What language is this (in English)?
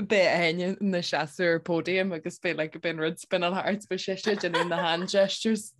Irish